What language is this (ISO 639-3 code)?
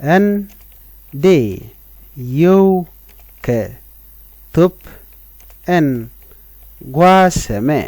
nus